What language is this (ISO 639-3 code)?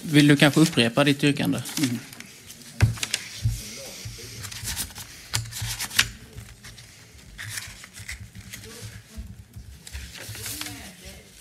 swe